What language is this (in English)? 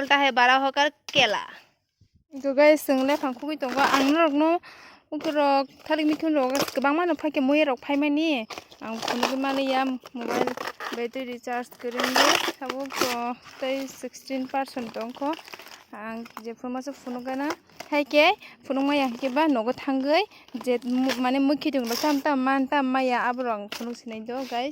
Kok Borok